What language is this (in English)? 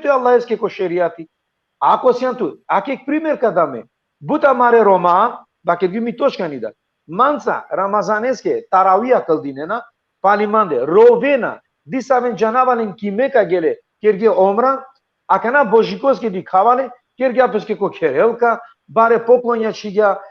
Balkan Romani